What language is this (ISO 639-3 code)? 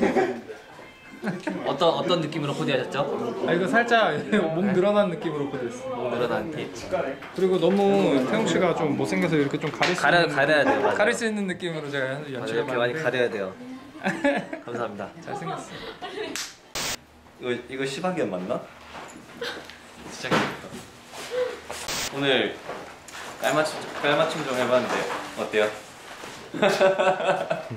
kor